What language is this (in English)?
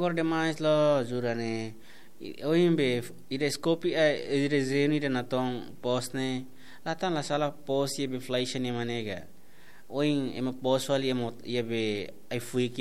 Tetum